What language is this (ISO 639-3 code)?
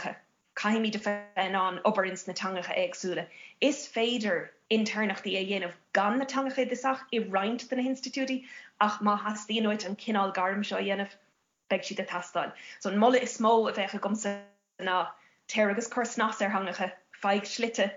gle